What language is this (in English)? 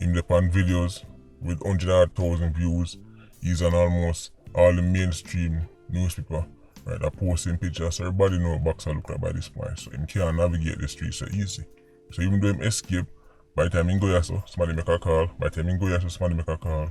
Jamaican Creole English